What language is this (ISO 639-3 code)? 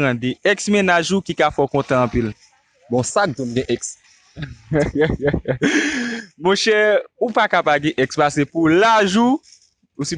hat